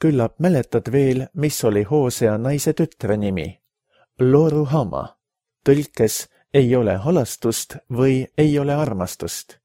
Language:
Estonian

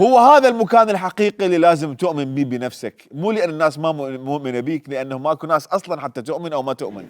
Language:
Mesopotamian Arabic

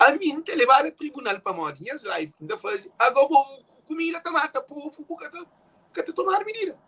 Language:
Kabuverdianu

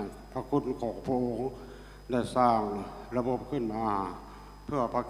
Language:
Lao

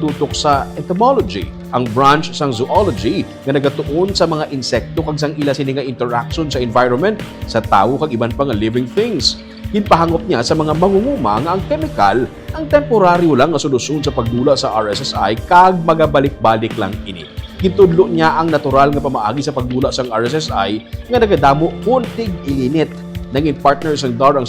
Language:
Hiligaynon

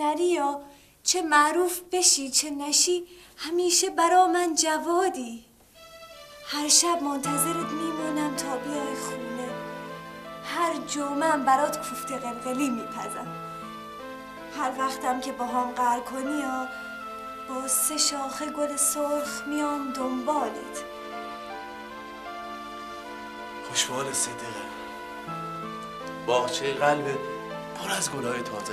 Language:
Persian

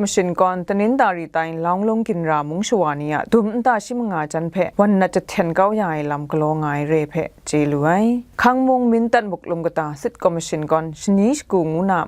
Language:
Kachin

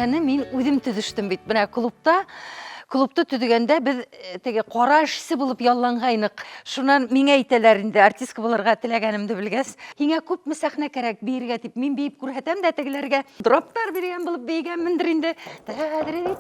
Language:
Bashkir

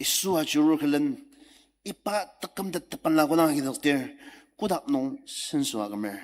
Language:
Ao Naga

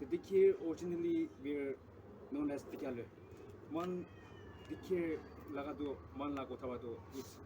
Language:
Naga Pidgin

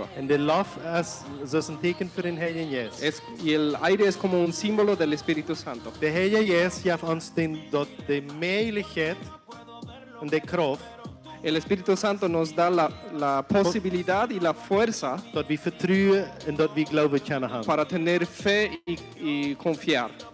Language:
Plautdietsch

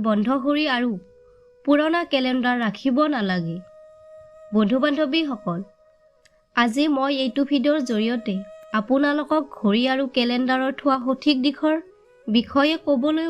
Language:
Assamese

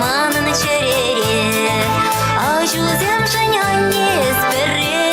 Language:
Chuvash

